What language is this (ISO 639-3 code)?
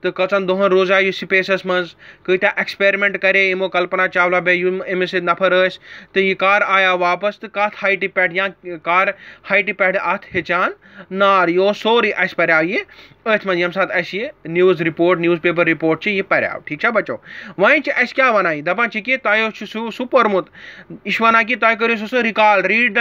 kas